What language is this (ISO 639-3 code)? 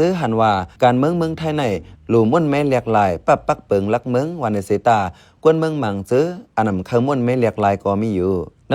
shn